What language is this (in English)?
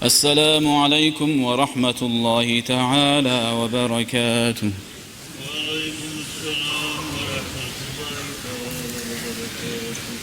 Kumyk